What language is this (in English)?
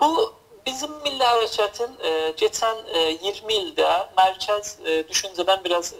South Azerbaijani